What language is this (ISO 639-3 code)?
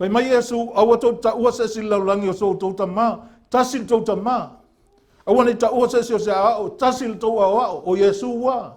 smo